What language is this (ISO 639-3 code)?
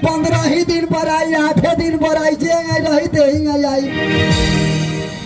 bho